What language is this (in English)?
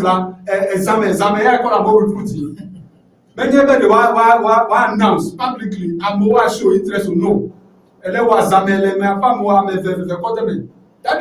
Ewe